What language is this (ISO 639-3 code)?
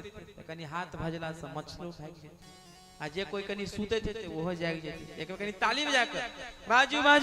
mai